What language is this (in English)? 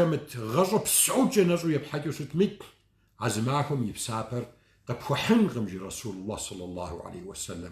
Kabardian